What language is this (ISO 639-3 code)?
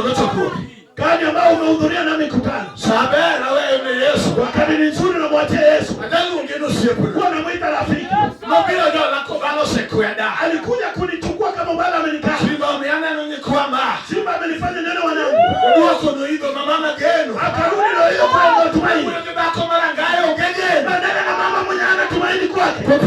luo